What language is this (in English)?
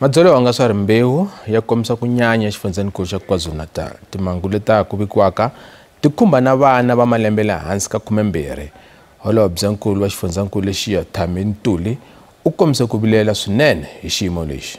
Tsonga